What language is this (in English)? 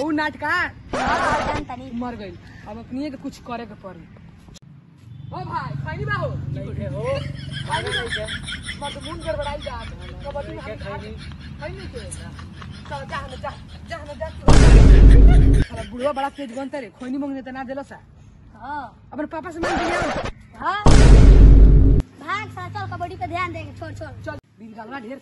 Bhojpuri